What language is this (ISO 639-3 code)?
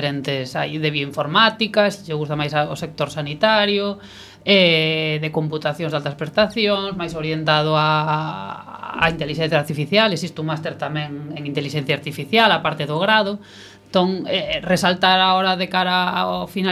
glg